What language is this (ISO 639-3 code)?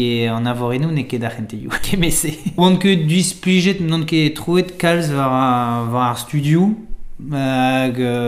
bre